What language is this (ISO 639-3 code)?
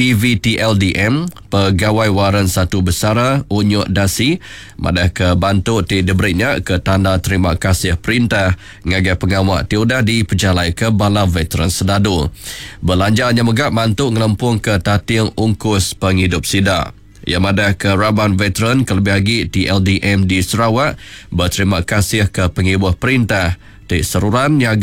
iba